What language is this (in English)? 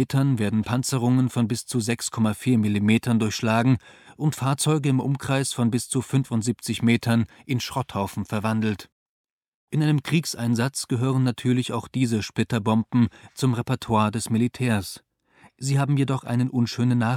German